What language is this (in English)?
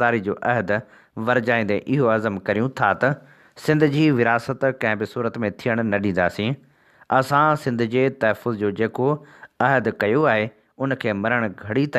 Sindhi